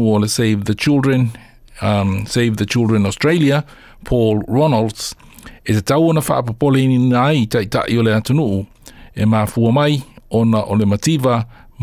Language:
Samoan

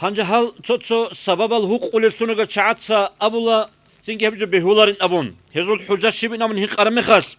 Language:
Avaric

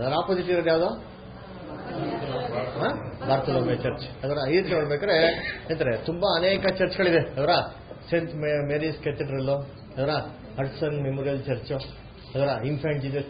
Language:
Kannada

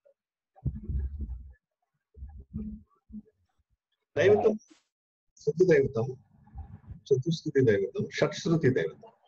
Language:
Telugu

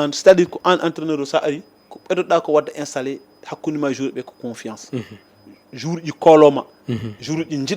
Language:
Fula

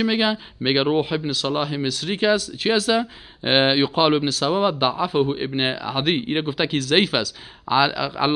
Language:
Persian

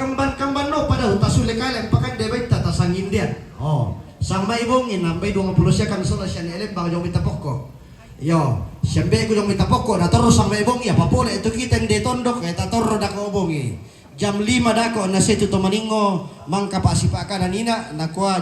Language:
Toraja-Sa'dan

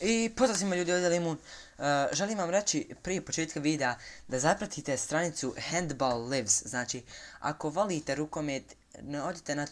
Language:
Bosnian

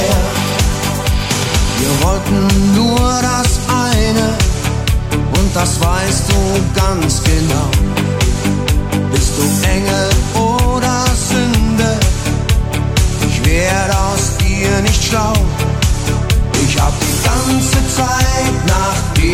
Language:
German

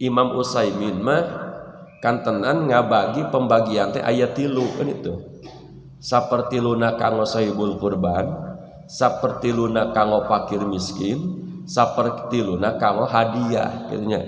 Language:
Sundanese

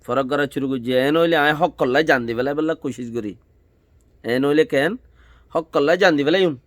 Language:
Rohingya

